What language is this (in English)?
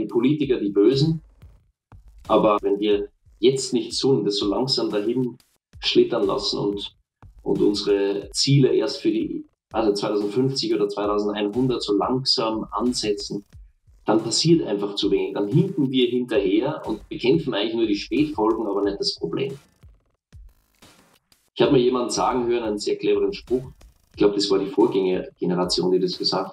German